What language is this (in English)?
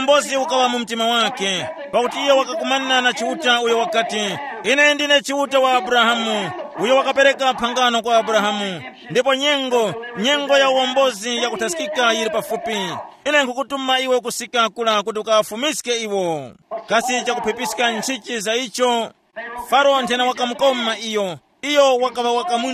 Tumbuka